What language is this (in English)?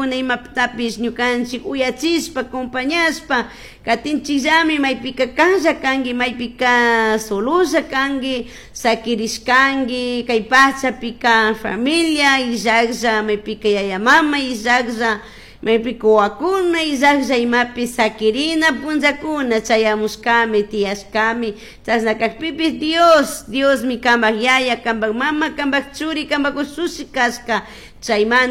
Chimborazo Highland Quichua